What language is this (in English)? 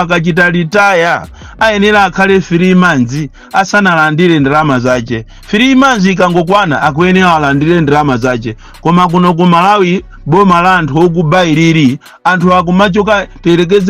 Nyanja